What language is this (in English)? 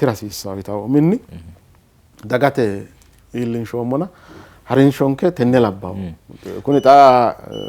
Sidamo